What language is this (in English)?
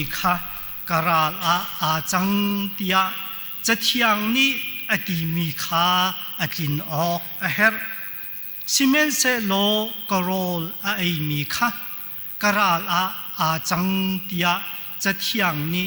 Hakha Chin